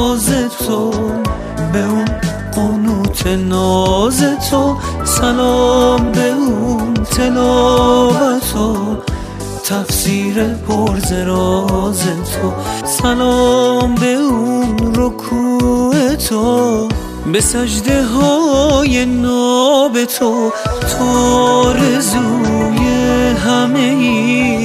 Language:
Persian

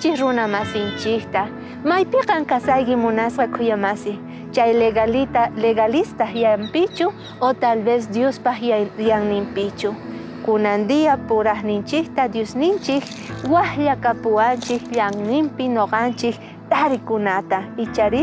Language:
South Bolivian Quechua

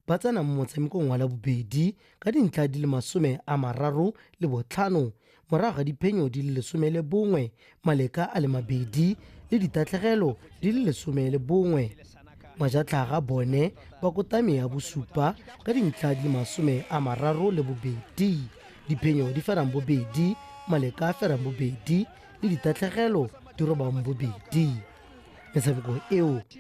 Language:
Tswana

